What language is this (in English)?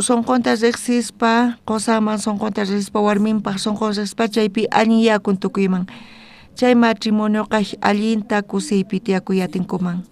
South Bolivian Quechua